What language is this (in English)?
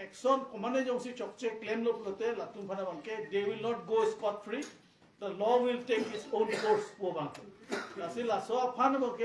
Karbi